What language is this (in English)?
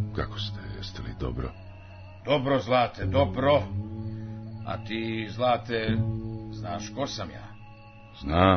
Serbian